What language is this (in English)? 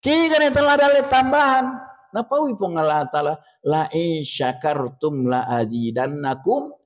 Buginese